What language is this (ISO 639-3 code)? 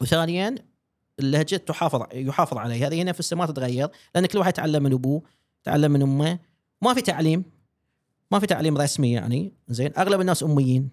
afb